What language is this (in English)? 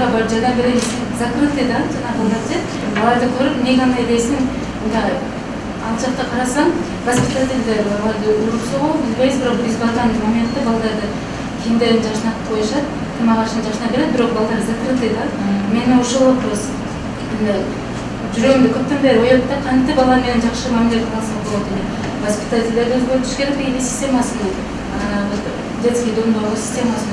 Kyrgyz